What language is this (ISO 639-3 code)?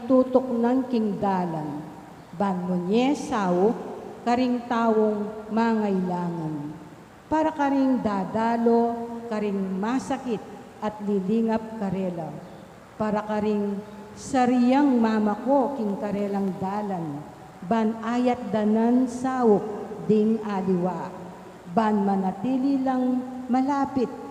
pam